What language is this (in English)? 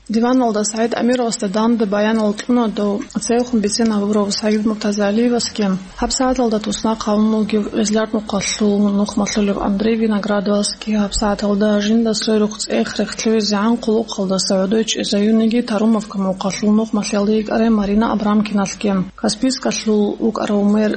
Avaric